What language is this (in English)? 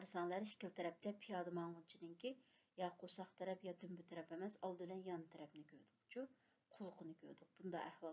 Uyghur